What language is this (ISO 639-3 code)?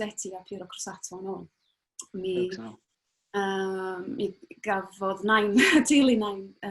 cym